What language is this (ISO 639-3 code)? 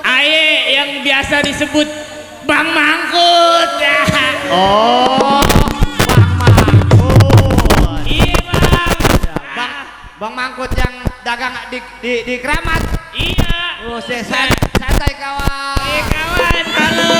bew